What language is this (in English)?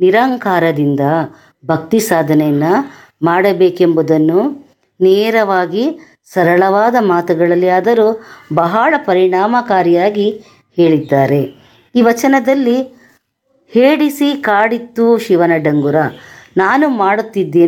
Kannada